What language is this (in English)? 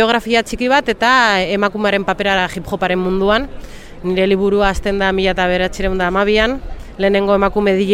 Basque